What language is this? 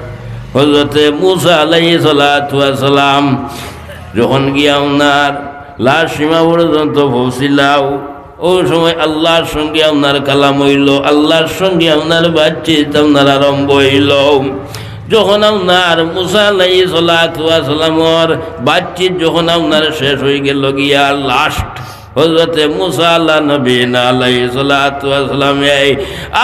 Sylheti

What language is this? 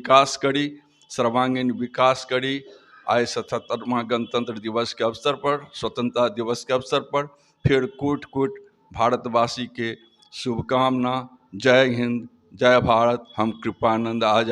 Maithili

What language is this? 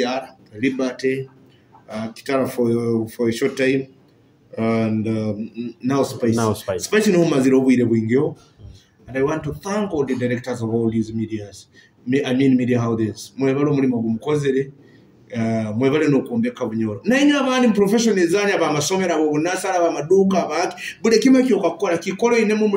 Nyoro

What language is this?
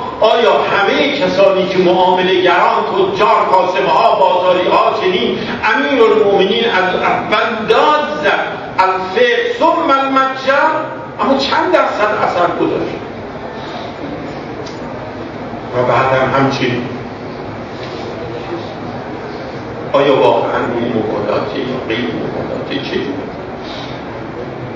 Persian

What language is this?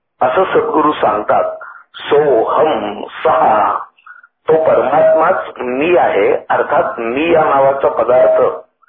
Marathi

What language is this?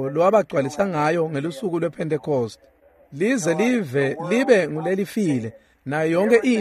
Swati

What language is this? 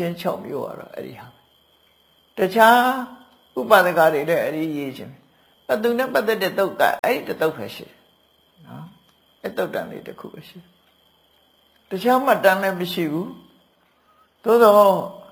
Burmese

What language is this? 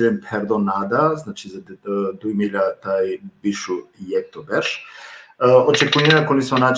Balkan Romani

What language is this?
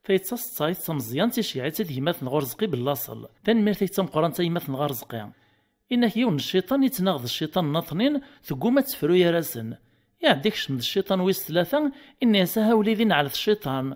Kabyle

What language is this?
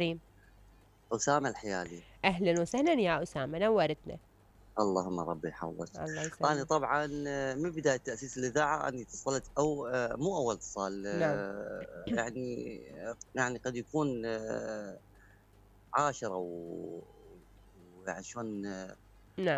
Mesopotamian Arabic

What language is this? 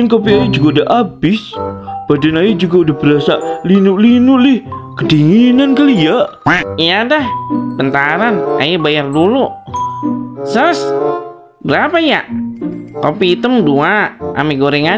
Betawi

